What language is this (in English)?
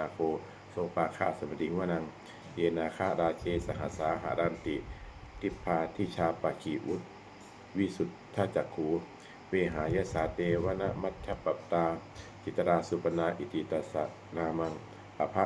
Pali